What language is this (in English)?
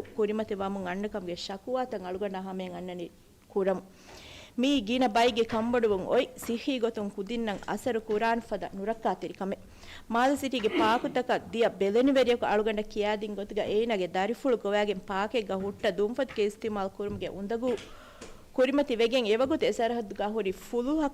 Divehi